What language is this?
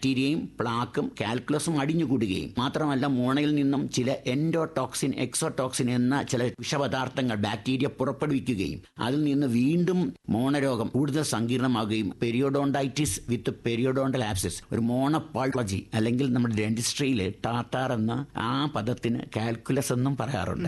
Malayalam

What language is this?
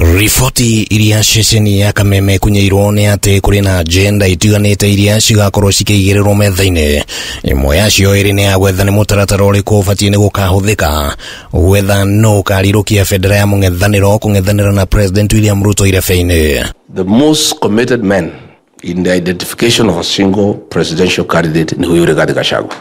Kikuyu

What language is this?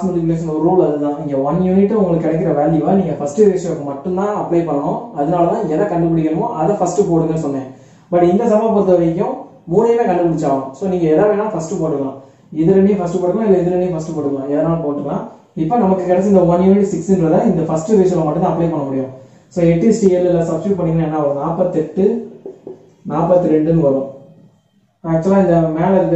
Tamil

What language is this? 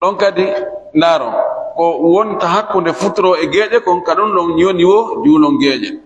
Fula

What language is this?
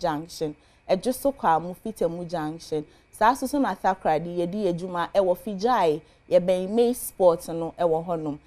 Akan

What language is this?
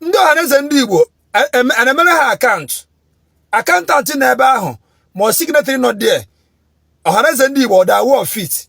Igbo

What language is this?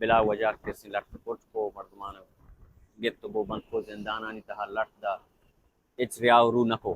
Baluchi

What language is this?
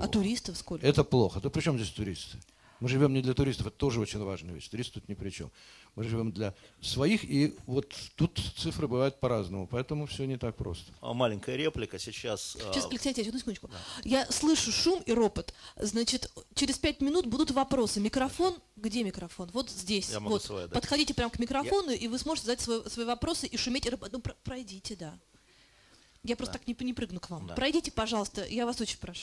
Russian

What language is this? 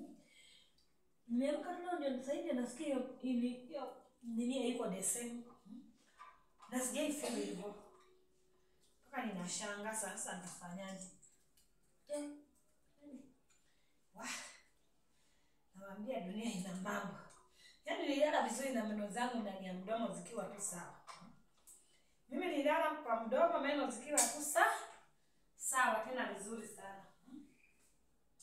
Swahili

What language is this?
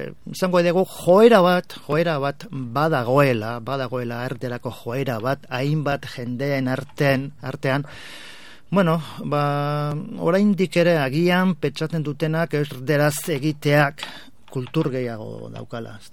Basque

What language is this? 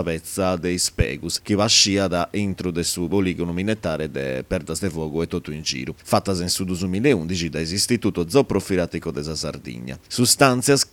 Sardinian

